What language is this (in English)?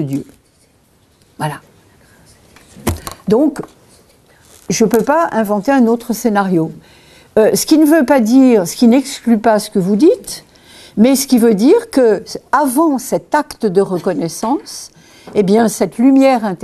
French